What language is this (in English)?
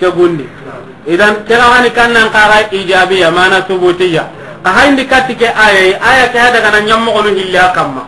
Soninke